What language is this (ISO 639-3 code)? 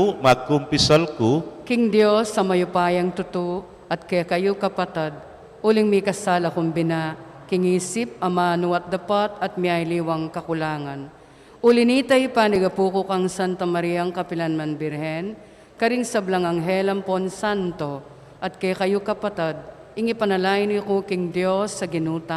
pam